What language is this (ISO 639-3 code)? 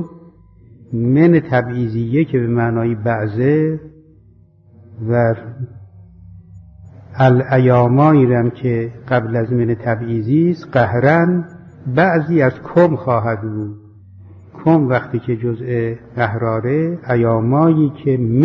fas